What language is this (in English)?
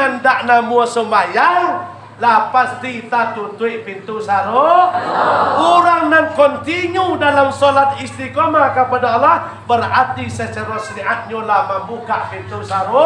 Minangkabau